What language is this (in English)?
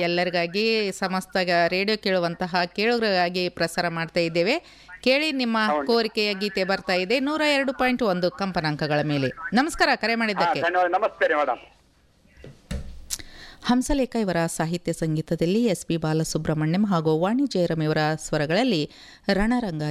Kannada